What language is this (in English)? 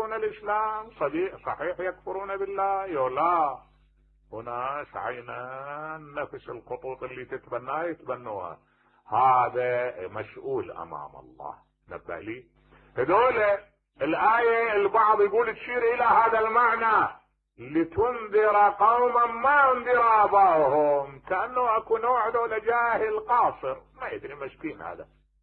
Mesopotamian Arabic